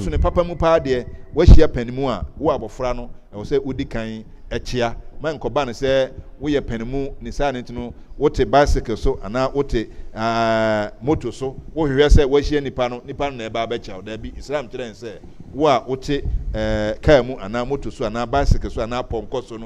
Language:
Akan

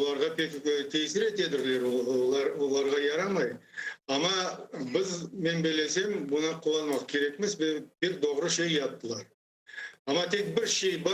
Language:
Crimean Tatar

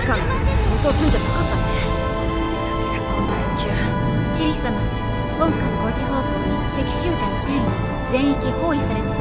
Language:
Japanese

